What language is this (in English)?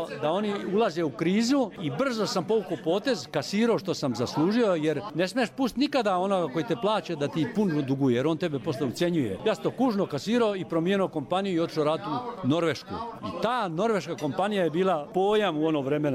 Croatian